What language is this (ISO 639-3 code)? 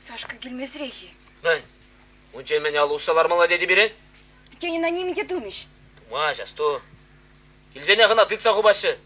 chv